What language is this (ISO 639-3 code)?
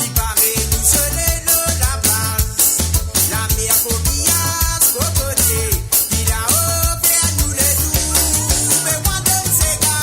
mfe